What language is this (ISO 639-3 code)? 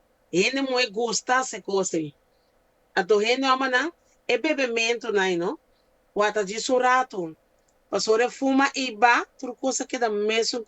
pap